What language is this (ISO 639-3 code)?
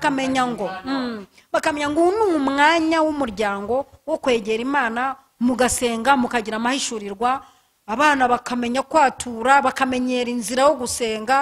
kin